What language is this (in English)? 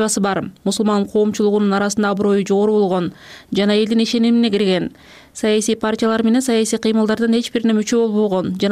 Kyrgyz